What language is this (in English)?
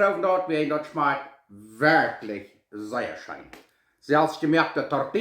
Plautdietsch